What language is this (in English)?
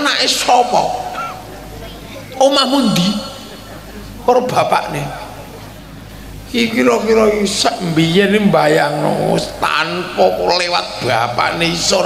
Javanese